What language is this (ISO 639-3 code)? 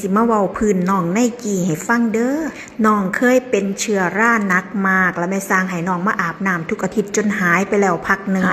tts